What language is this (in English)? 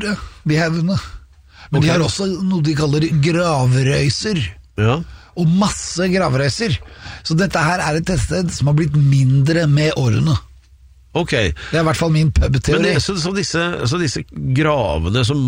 Norwegian